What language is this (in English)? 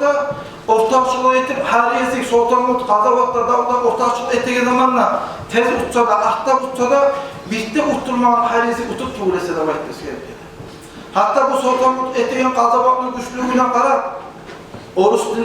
Kumyk